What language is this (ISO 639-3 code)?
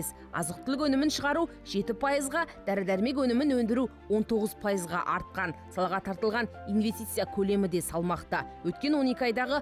kaz